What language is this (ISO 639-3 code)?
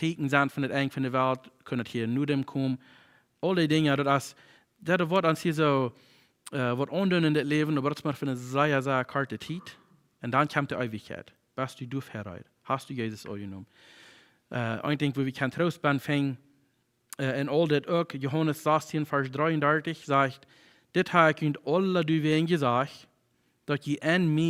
pdt